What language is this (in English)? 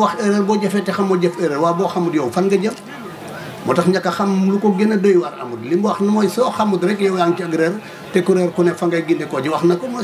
Wolof